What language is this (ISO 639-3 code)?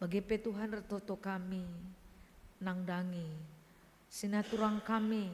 btx